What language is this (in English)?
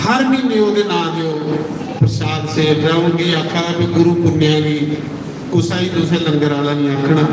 Dogri